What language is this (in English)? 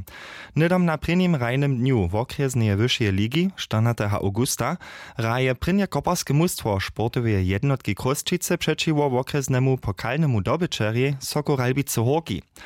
Upper Sorbian